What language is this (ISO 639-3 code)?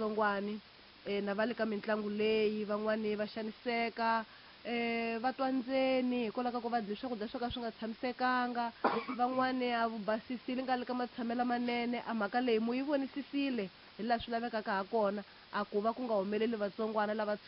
tso